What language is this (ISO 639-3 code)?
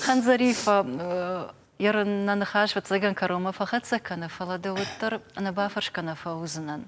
oss